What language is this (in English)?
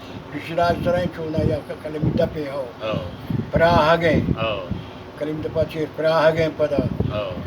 Baluchi